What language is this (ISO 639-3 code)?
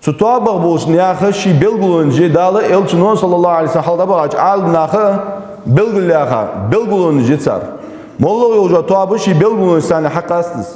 inh